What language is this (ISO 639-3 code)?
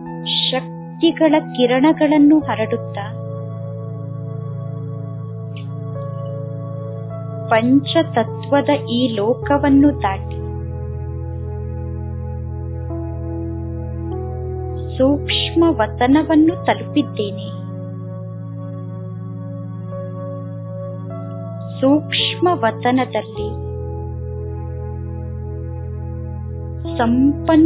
kan